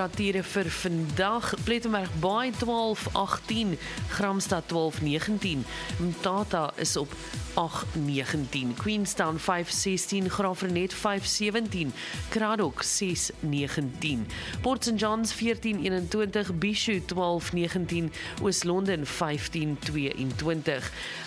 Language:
Afrikaans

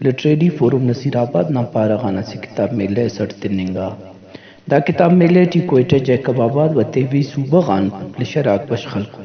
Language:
Brahui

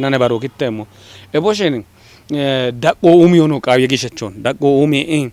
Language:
Kafa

